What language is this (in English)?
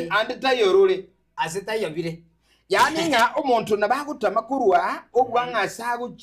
Gusii